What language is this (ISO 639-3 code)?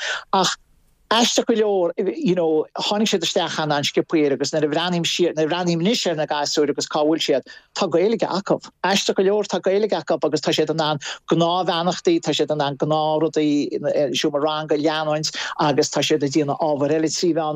gle